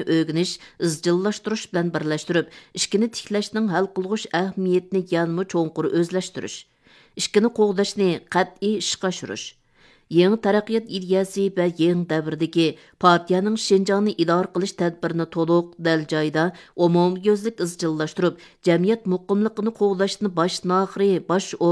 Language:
Uyghur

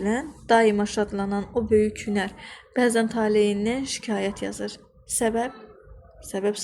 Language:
Azerbaijani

